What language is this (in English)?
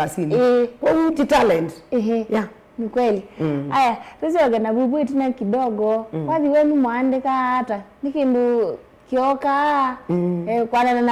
Kamba